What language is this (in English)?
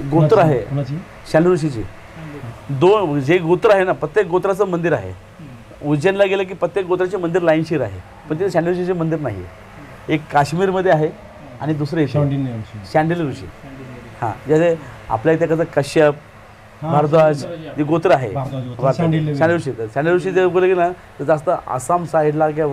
Marathi